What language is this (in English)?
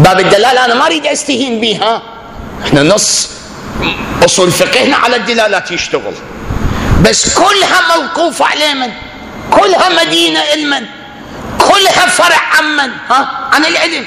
Mesopotamian Arabic